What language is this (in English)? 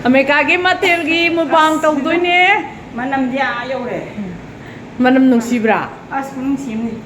Manipuri